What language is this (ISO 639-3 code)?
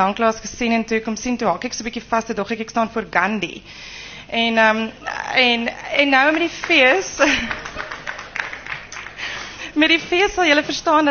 afr